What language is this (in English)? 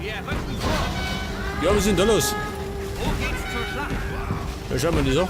Bavarian